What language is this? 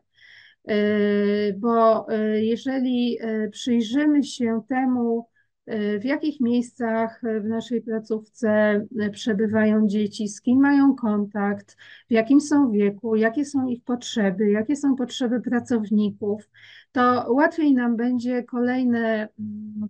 Polish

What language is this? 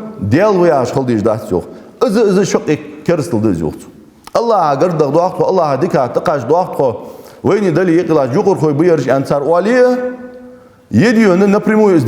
Ingush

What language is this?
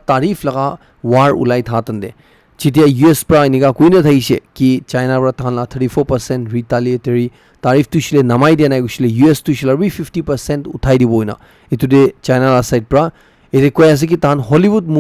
Naga Pidgin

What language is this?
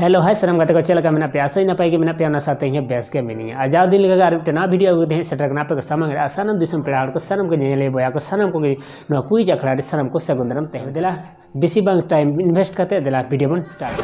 Santali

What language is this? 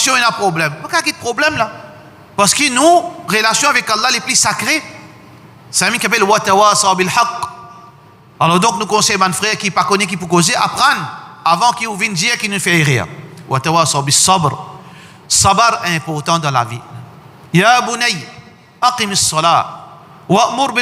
Morisyen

